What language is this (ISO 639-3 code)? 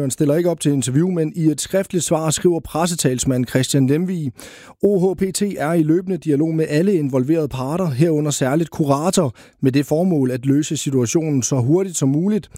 dan